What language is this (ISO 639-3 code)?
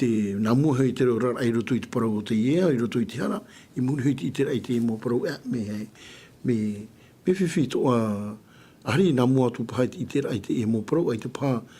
tah